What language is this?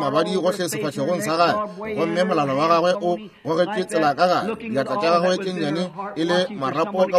Northern Sotho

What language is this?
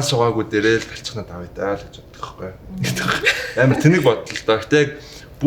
Mongolian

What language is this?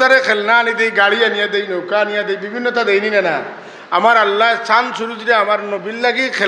Sylheti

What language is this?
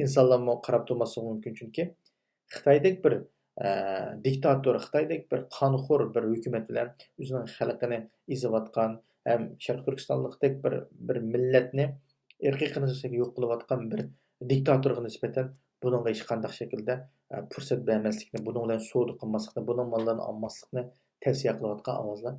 Uyghur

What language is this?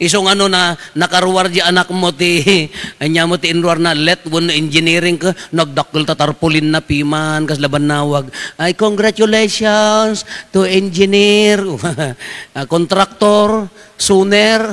Iloko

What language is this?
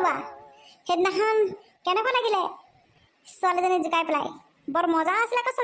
Assamese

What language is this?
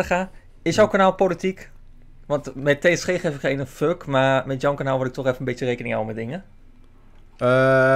Dutch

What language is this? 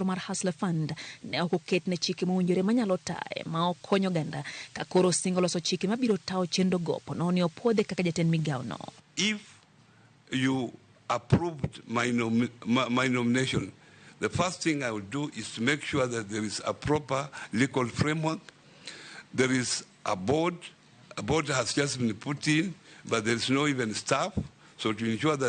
Luo (Kenya and Tanzania)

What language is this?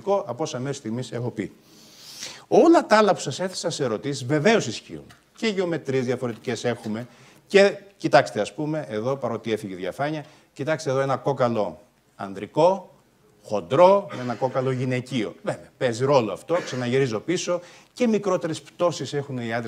Greek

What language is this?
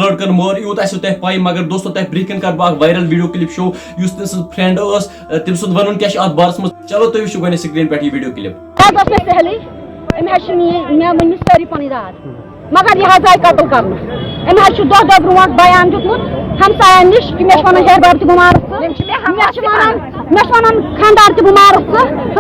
Kashmiri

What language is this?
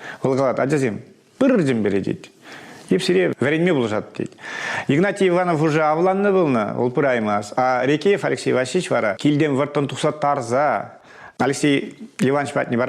Chuvash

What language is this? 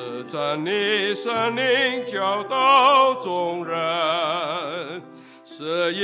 Cantonese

